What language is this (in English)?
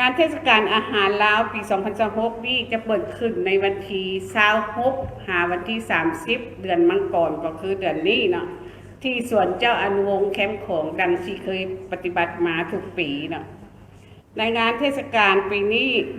Lao